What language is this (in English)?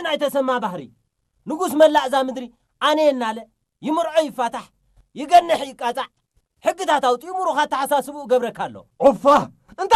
Tigrinya